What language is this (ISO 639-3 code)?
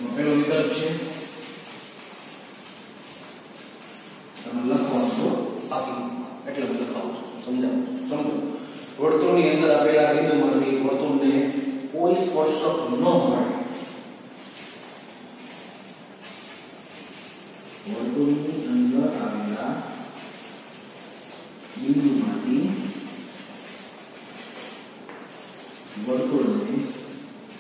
guj